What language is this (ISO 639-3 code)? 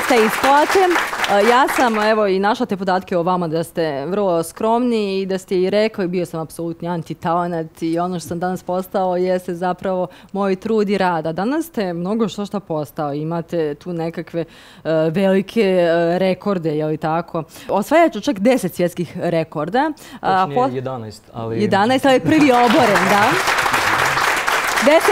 bos